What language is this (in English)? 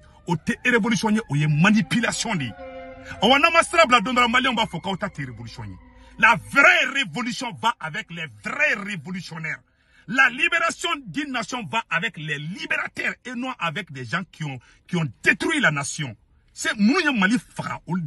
Bambara